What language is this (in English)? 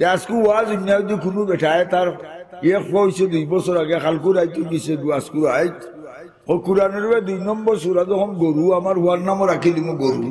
Sylheti